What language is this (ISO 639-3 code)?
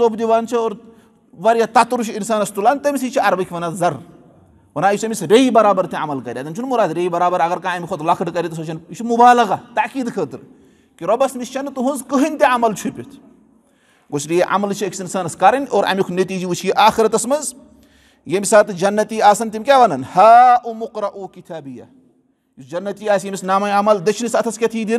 kas